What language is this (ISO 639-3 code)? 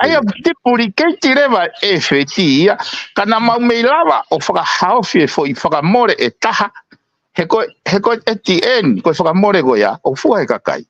ton